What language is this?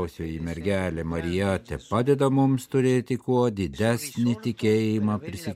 Lithuanian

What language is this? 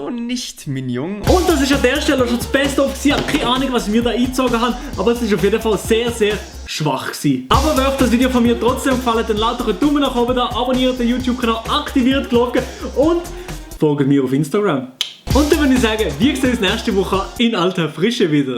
Swiss German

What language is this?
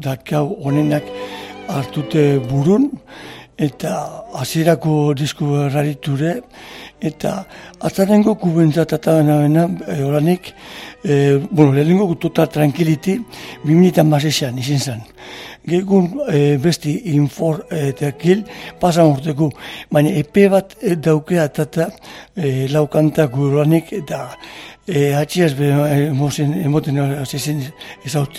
Basque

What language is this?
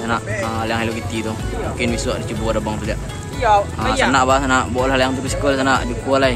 Minangkabau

